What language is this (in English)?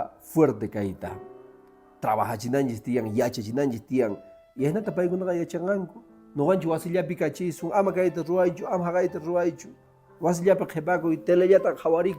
Quechua